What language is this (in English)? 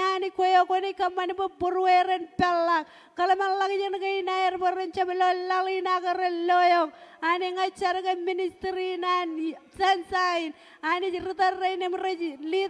Marshallese